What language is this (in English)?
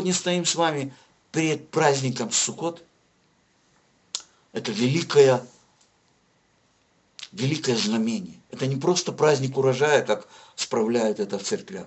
Russian